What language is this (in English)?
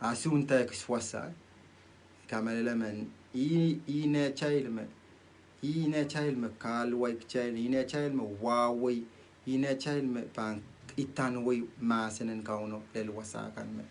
Pohnpeian